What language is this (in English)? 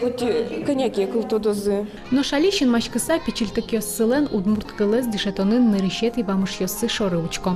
Udmurt